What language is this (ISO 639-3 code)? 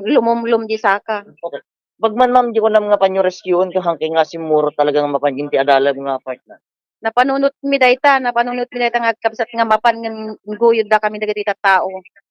ilo